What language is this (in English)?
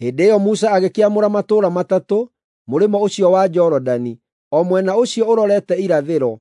Kikuyu